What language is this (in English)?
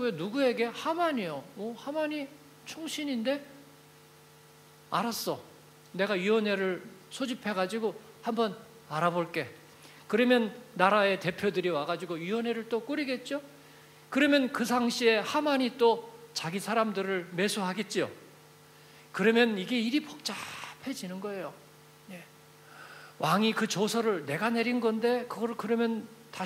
Korean